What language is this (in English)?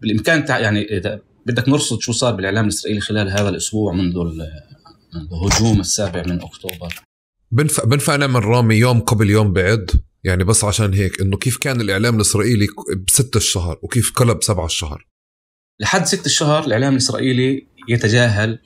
North Levantine Arabic